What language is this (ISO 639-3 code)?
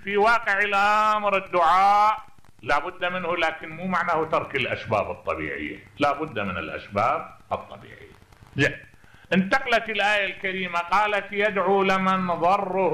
acm